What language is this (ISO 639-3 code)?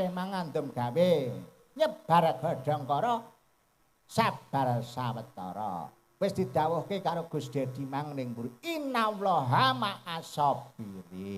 jav